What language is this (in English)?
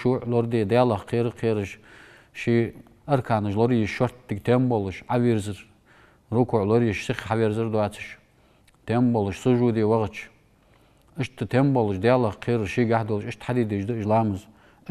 Ingush